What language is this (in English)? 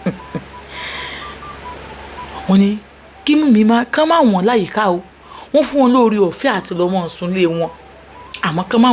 Yoruba